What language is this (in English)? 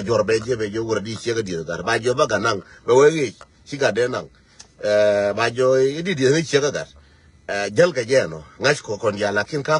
Nuer